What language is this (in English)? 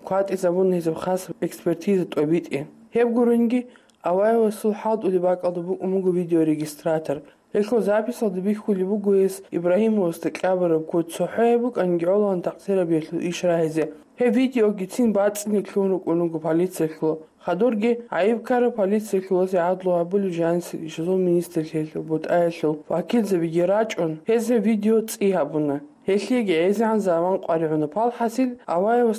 Avaric